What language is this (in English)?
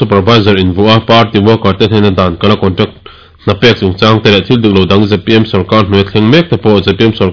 Mizo